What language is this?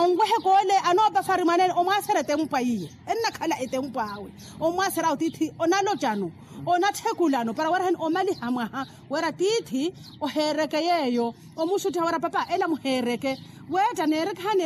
Makhuwa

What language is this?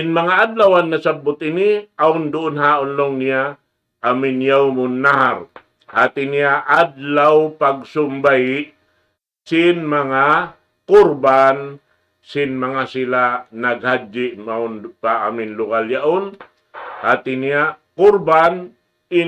Tausug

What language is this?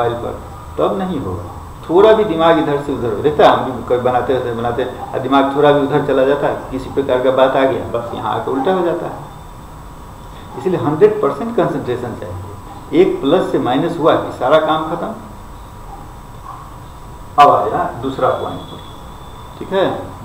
Hindi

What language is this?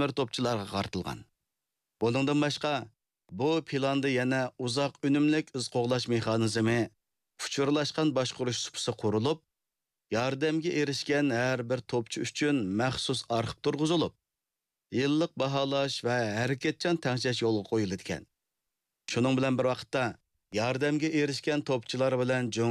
Uyghur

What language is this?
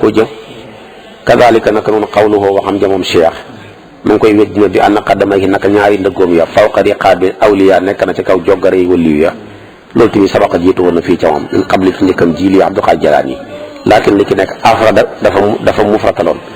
Wolof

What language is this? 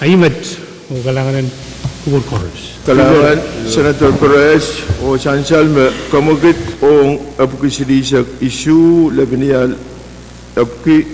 Pohnpeian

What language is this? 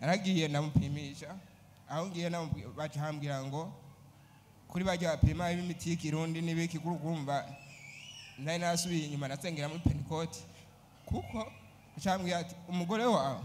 Rundi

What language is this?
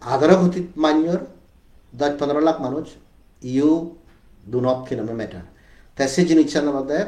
Chakma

